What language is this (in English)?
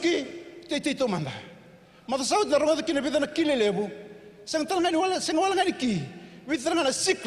Fijian